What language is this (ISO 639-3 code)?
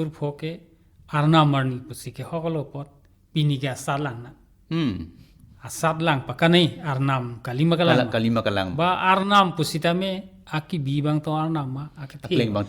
mjw